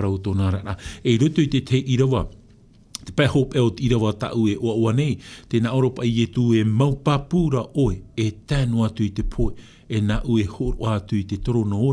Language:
Tahitian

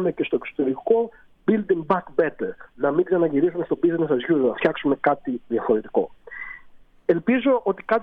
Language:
Greek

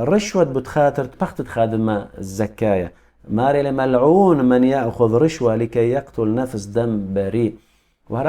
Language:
Assyrian Neo-Aramaic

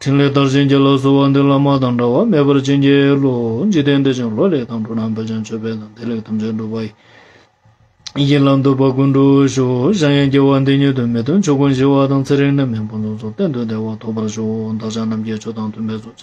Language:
Ladakhi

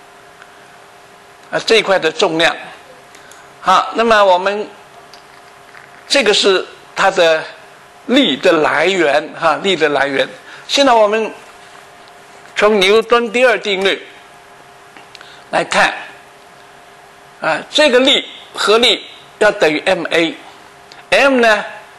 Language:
Chinese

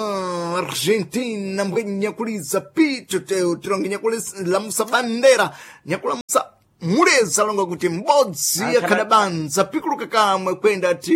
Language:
Sena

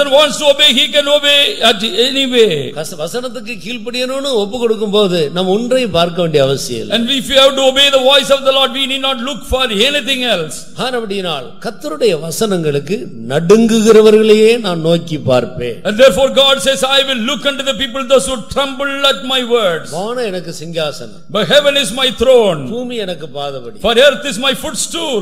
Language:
Tamil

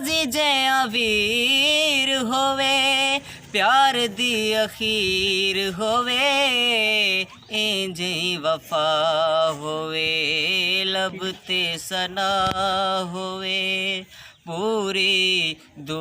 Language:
Saraiki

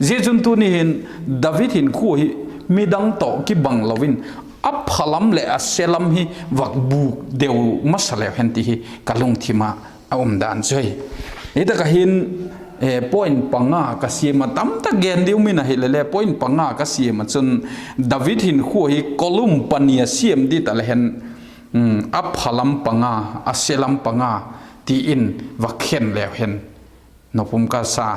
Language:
Vaiphei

